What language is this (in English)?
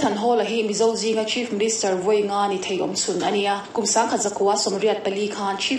Mizo